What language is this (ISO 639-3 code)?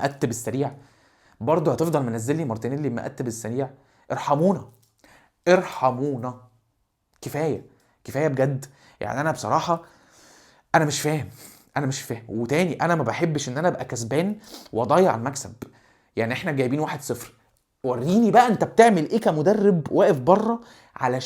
arz